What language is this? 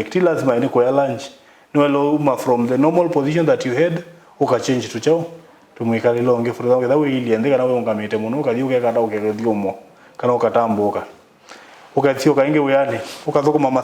Kamba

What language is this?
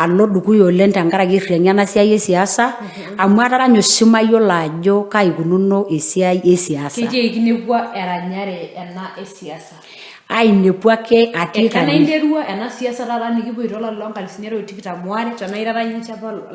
Masai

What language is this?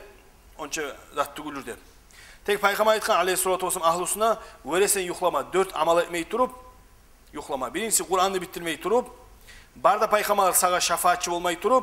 Kumyk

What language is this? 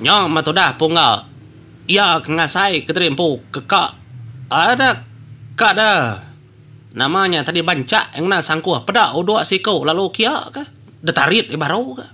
Iban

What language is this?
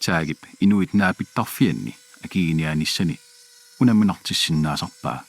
Kalaallisut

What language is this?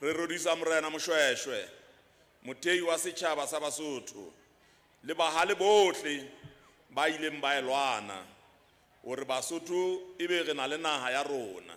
Southern Sotho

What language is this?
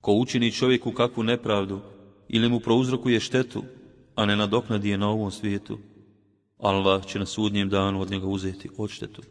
Bosnian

